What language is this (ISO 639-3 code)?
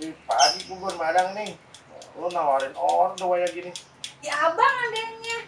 bew